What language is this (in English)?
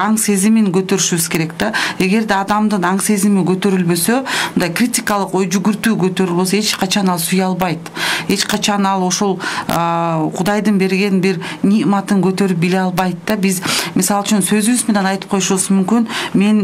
Kyrgyz